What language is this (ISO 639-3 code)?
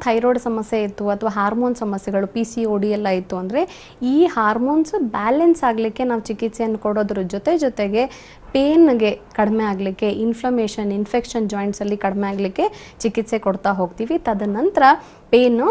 kan